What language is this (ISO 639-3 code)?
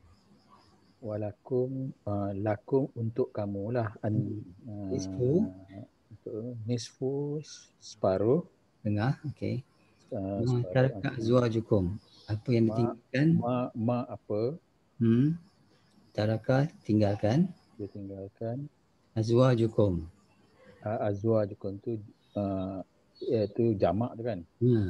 msa